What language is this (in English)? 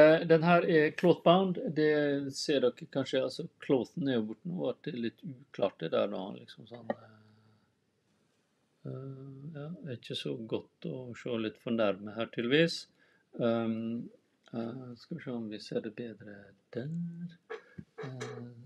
Norwegian